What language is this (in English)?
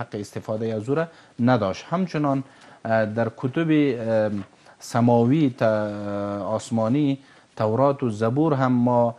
Persian